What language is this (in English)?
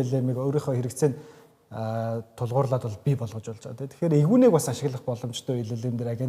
Mongolian